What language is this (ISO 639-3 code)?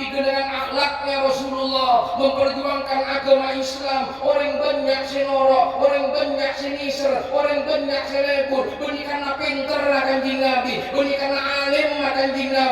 mad